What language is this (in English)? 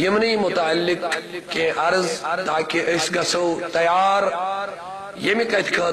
Kashmiri